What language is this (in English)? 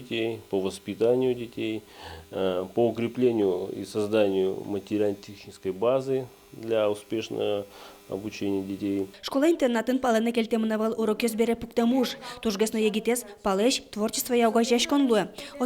Udmurt